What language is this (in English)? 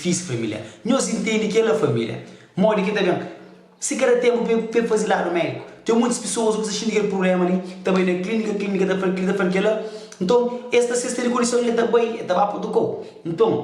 Kabuverdianu